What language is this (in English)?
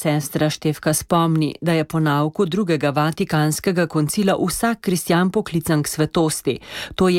Slovenian